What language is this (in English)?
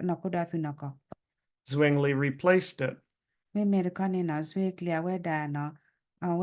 S'gaw Karen